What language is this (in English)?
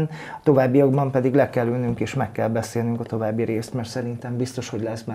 Hungarian